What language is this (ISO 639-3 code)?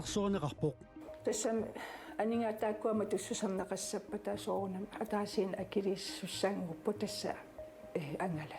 kal